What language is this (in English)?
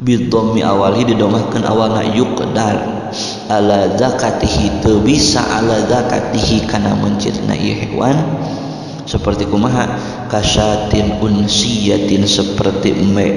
Sundanese